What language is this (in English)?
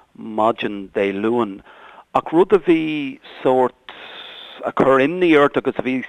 Irish